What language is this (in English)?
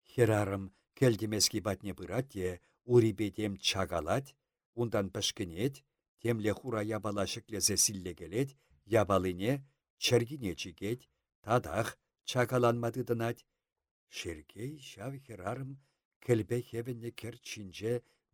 Chuvash